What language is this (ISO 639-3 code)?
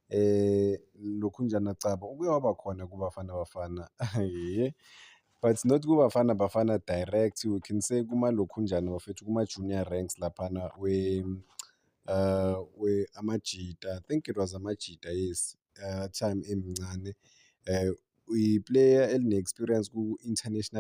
zul